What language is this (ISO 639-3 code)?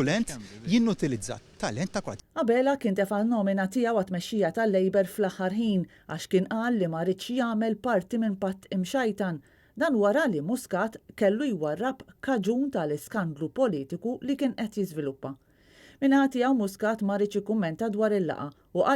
mlt